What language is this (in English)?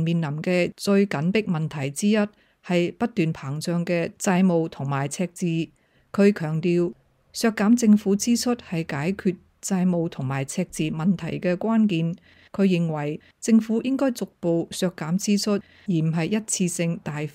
Cantonese